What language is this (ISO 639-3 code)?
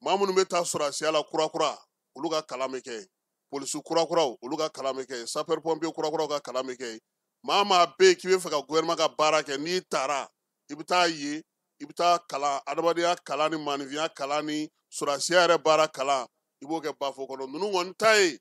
bam